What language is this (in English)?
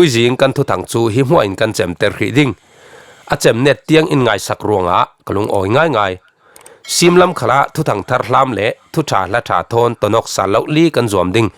Falam Chin